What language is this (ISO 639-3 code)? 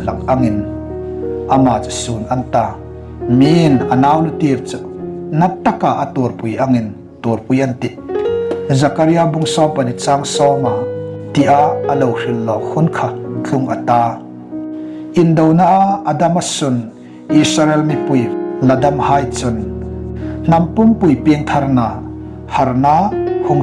hmr